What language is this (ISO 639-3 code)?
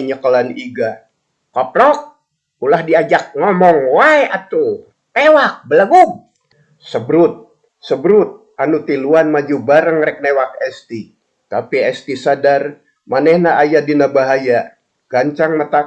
sun